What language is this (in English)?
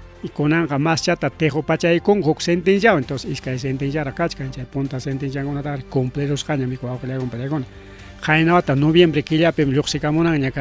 Ayacucho Quechua